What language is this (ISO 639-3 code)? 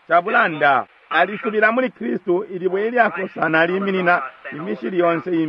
bem